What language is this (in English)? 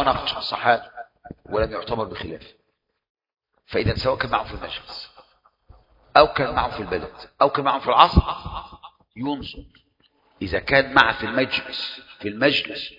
Arabic